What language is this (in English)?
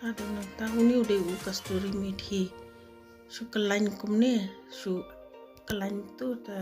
Khasi